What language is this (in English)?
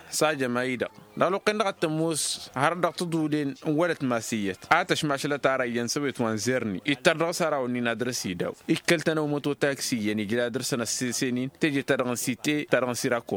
Tamasheq